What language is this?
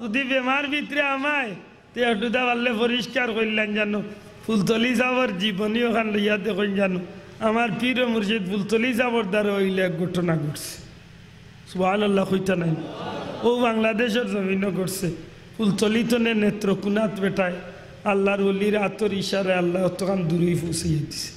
Sylheti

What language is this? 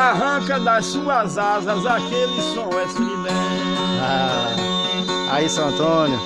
Portuguese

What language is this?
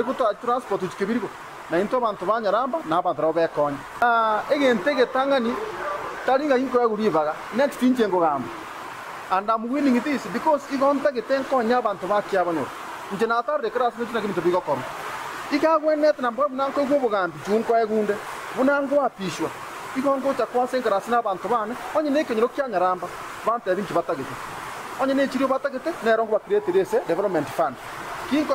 Gusii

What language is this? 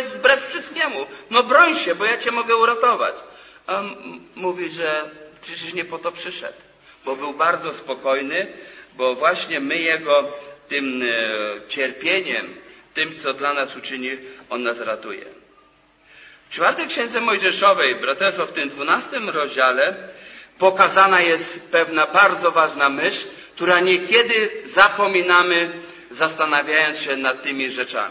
Polish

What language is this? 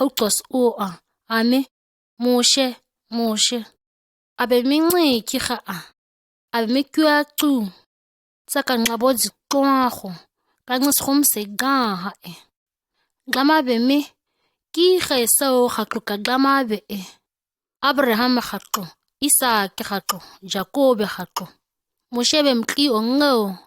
ǁGana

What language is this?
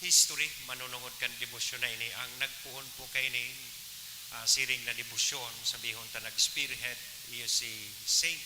Bikol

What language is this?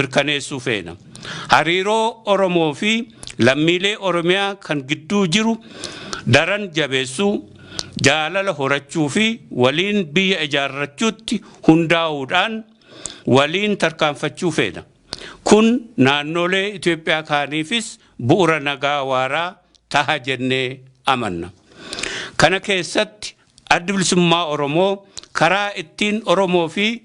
Oromo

